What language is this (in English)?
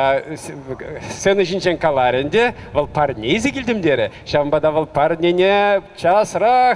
Chuvash